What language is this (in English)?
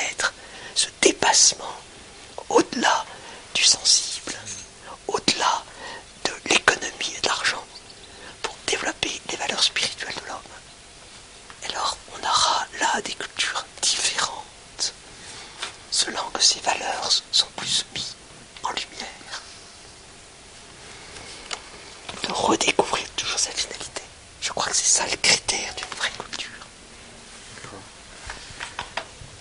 French